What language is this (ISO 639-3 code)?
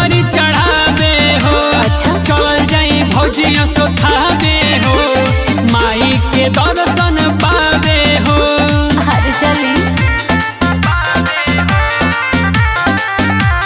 bho